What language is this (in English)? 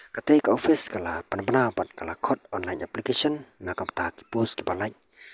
Khasi